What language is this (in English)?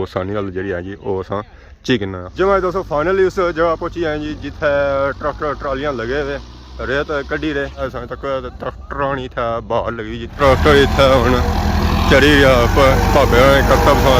Pahari-Potwari